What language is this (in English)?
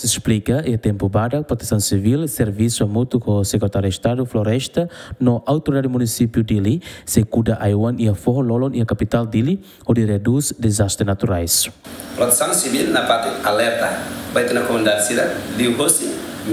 Tetum